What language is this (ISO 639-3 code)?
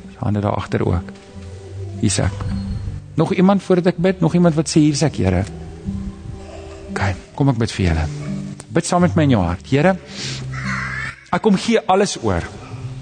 afr